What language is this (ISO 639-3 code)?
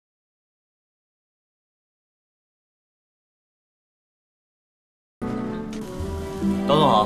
zho